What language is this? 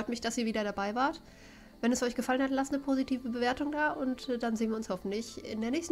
German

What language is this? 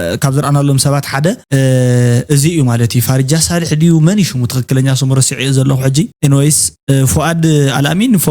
Tigrinya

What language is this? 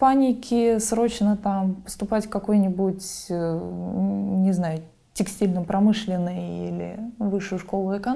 Russian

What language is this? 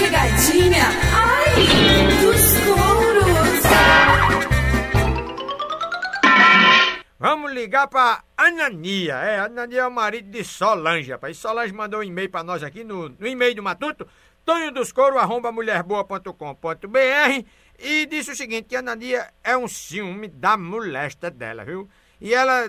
Portuguese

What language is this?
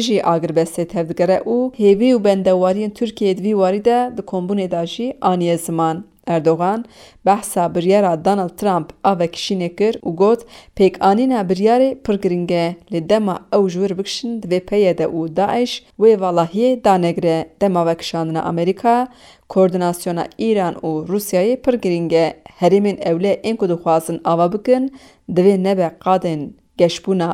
Kurdish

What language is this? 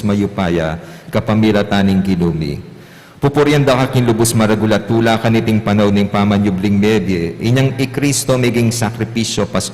Pampanga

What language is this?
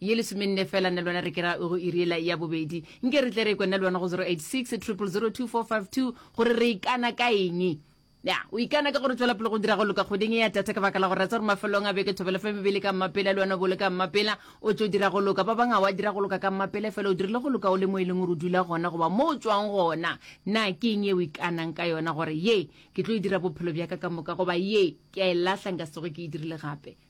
Northern Sotho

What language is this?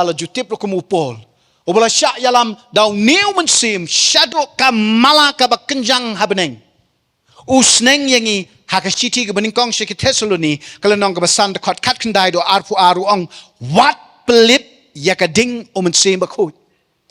Khasi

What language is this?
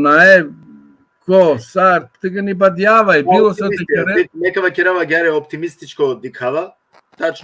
Balkan Romani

